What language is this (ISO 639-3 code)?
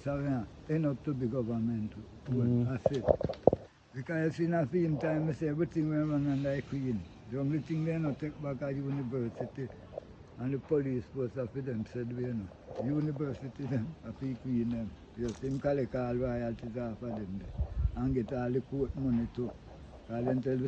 jam